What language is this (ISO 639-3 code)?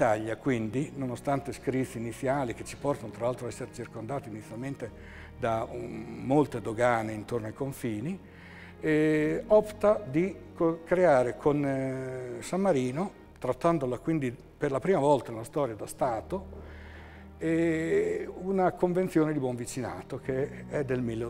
ita